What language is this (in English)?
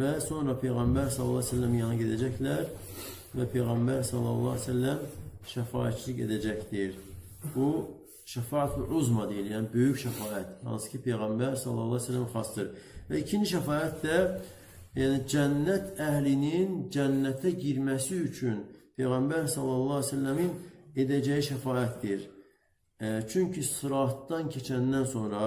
Azerbaijani